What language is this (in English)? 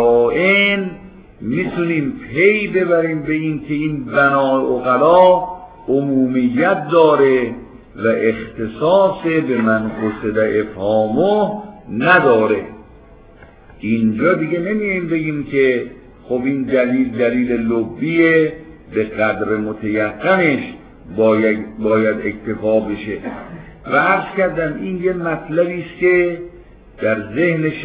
Persian